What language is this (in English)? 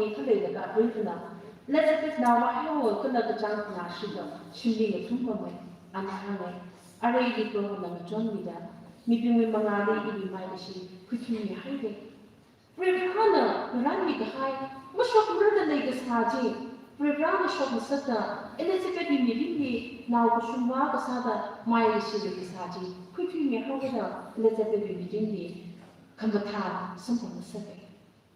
Tangkhul Naga (India)